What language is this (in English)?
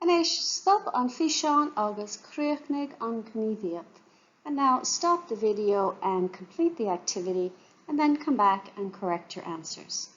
Irish